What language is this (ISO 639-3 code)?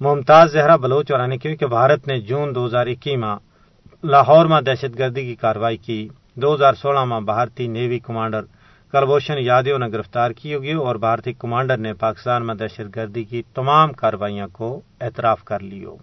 gju